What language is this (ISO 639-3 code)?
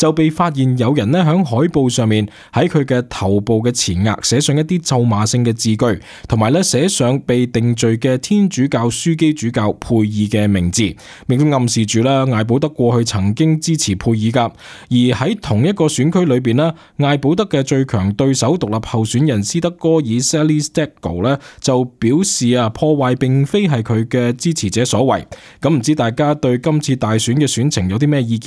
yue